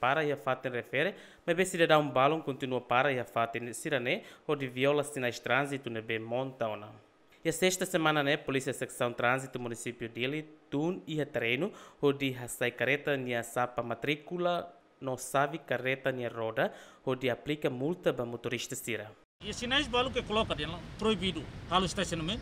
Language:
Tetum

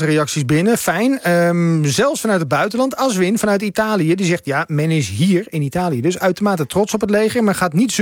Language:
Dutch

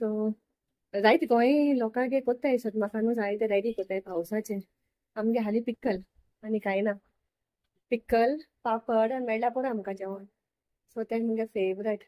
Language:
Konkani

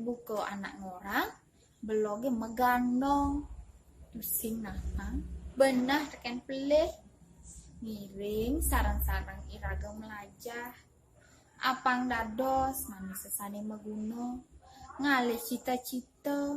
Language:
Balinese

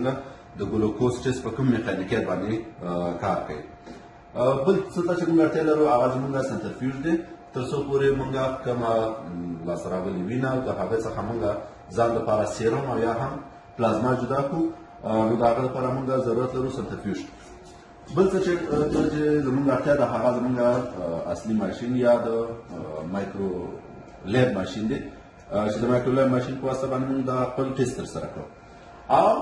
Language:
Pashto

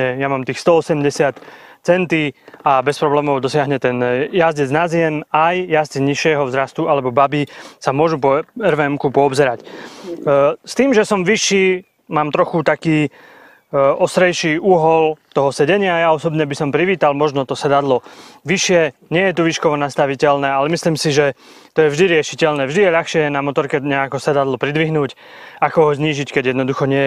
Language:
Slovak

